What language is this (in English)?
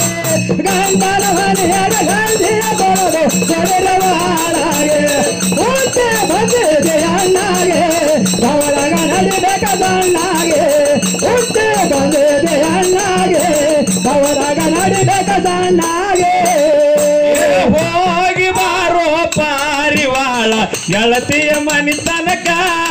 Kannada